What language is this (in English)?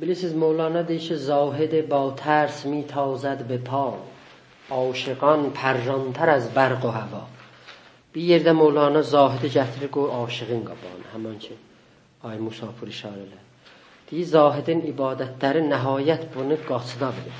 South Azerbaijani